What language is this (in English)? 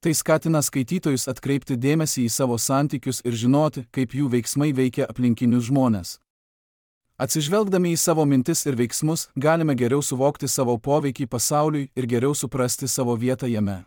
Lithuanian